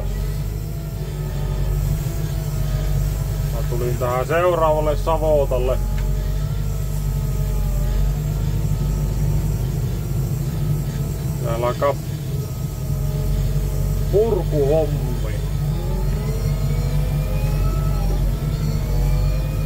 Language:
Finnish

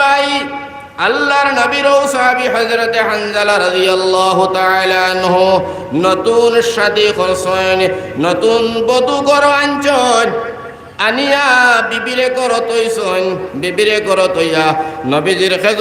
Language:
Sylheti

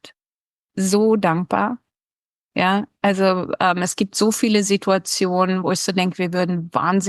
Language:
Swiss German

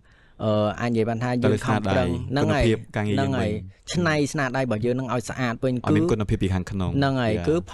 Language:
Khmer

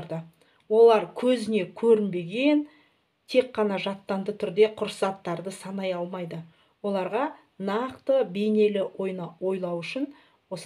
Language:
Kazakh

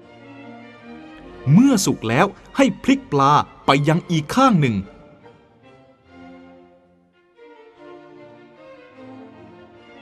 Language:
Thai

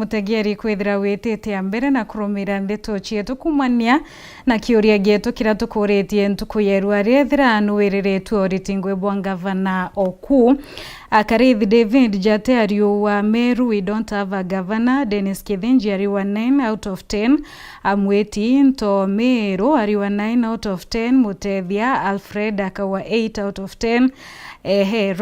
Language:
Meru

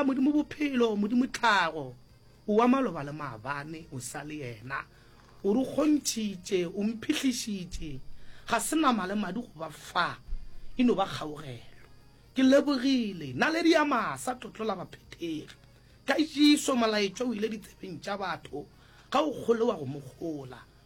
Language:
Northern Sotho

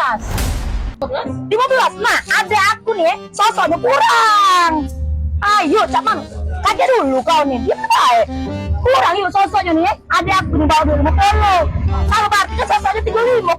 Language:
Musi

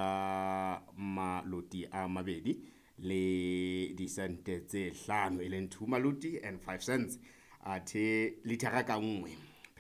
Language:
Southern Sotho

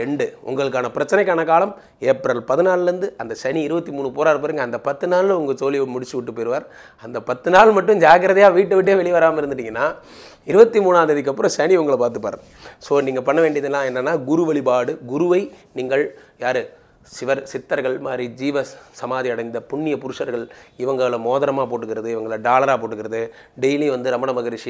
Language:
Tamil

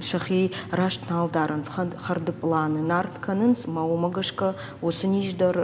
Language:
Ossetic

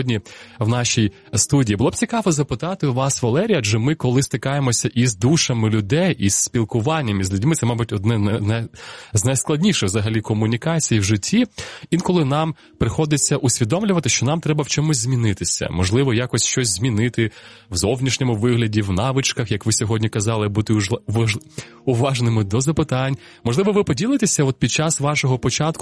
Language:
Ukrainian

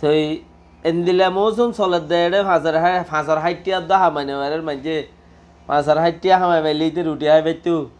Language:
Rohingya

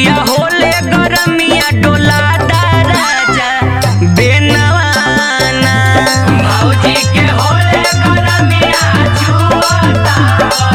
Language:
Bhojpuri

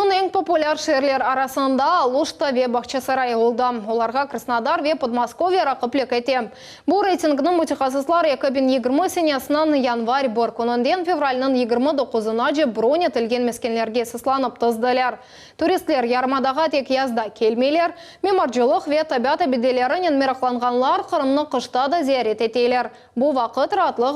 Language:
Crimean Tatar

